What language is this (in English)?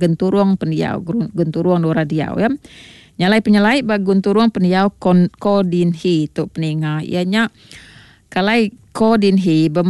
Iban